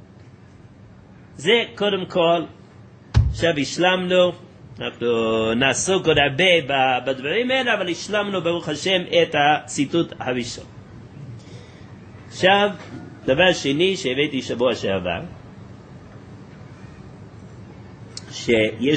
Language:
Hebrew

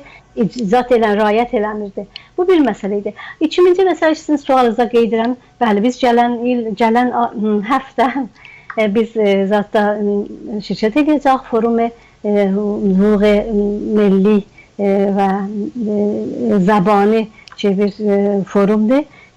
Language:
South Azerbaijani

